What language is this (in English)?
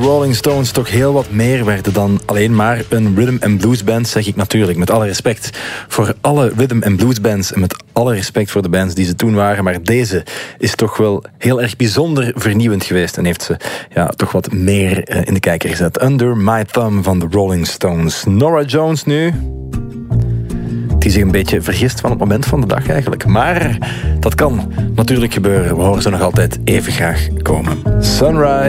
Dutch